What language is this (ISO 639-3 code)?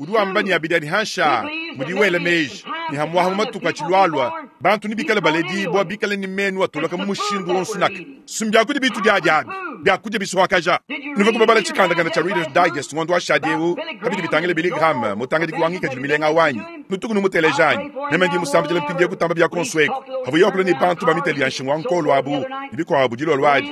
lua